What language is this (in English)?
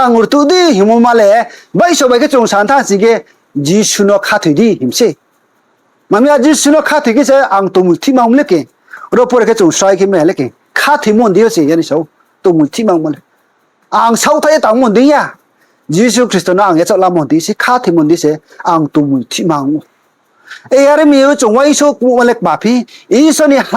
Riang (India)